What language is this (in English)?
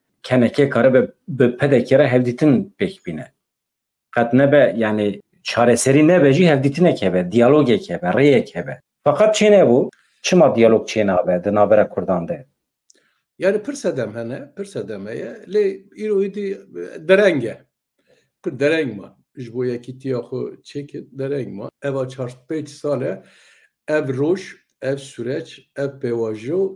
Kurdish